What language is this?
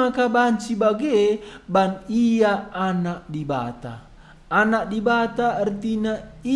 Batak Karo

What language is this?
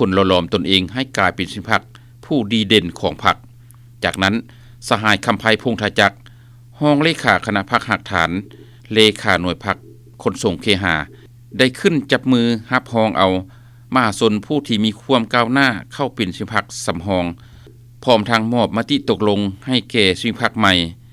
Lao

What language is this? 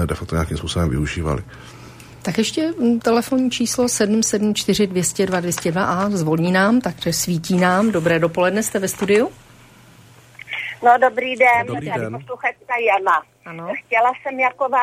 Czech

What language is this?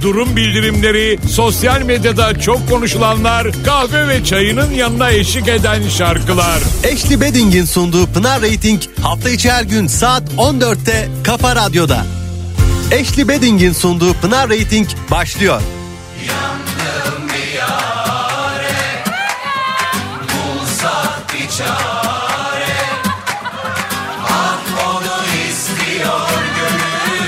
Turkish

